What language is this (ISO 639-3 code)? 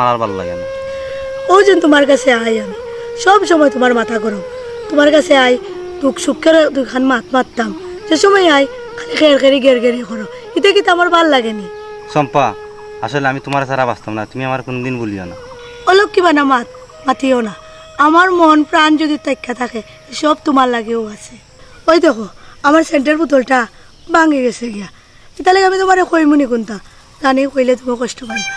syl